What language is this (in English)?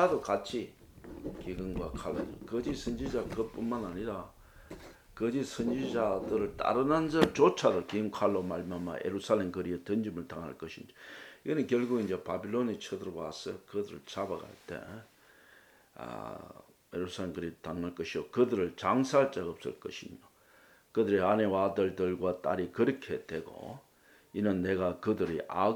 Korean